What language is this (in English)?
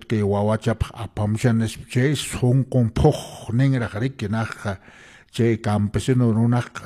Quechua